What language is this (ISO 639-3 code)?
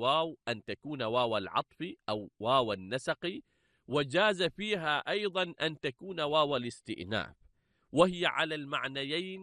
ara